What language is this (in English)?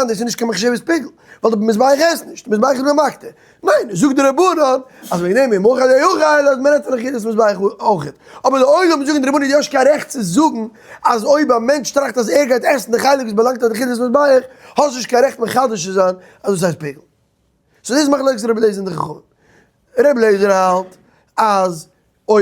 Yiddish